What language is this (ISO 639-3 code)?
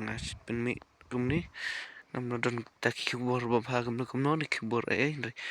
kha